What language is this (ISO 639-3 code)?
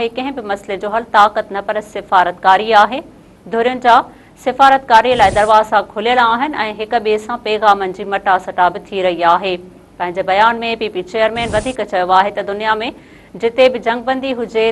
snd